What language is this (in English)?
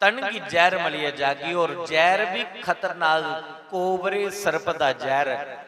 Dogri